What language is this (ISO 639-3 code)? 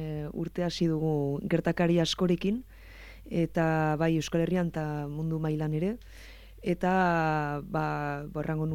eus